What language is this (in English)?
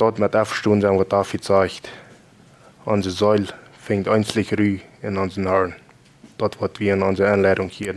Plautdietsch